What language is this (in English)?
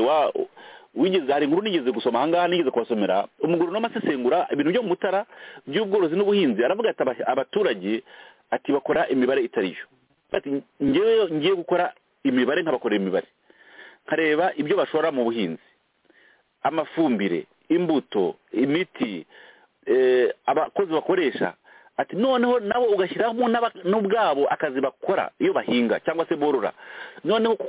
Kinyarwanda